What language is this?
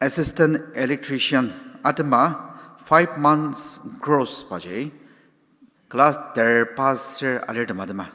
Ao Naga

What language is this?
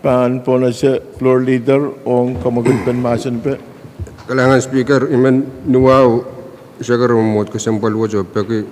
Pohnpeian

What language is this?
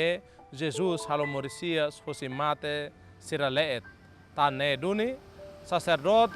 Tetum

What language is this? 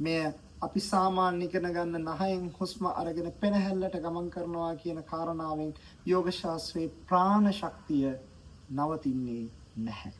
Sinhala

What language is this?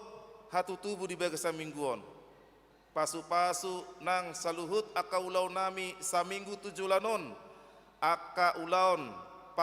Batak Toba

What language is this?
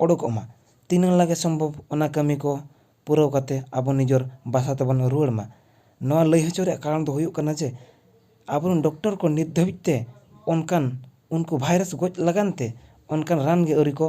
Santali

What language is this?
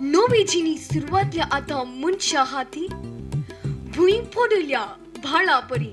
Konkani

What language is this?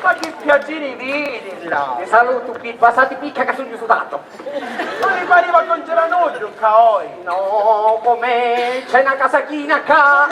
Sicilian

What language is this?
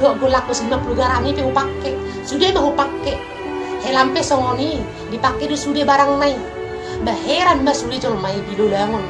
Batak Toba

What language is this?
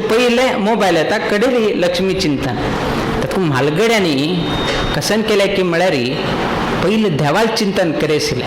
Konkani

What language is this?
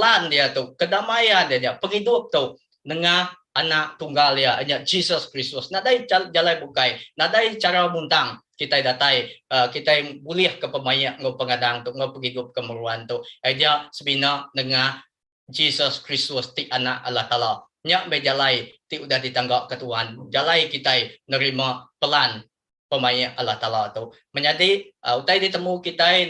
Iban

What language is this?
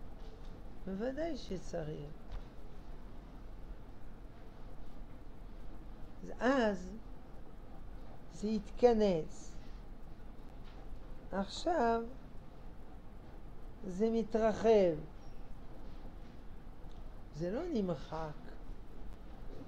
Hebrew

